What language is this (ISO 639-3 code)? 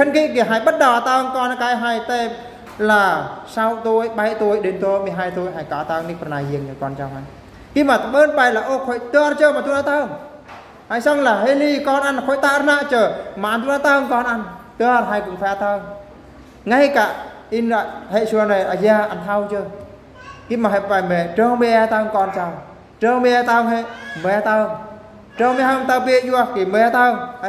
bru